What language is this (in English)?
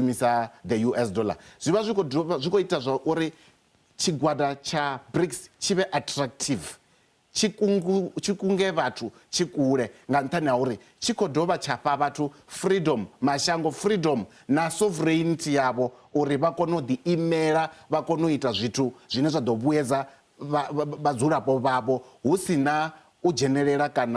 Venda